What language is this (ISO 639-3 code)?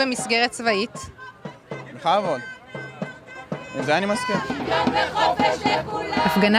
heb